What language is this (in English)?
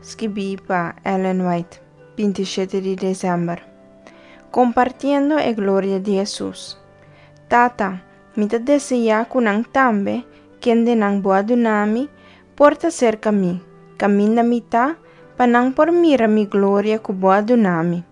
Papiamento